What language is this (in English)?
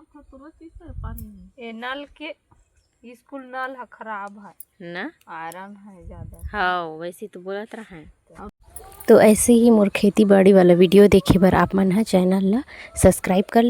Chhattisgarhi